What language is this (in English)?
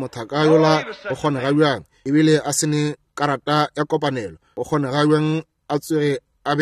Northern Sotho